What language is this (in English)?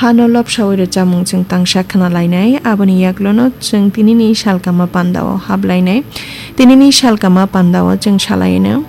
Kok Borok